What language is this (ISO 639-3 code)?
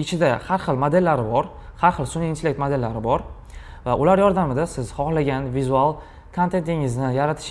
uzb